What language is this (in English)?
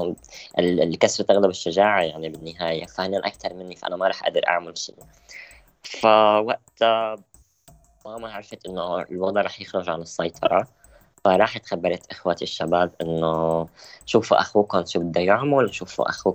North Levantine Arabic